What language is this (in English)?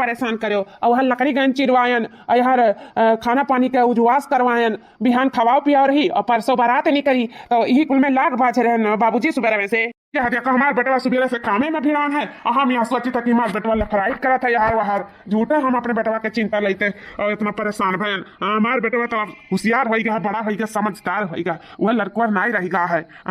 Awadhi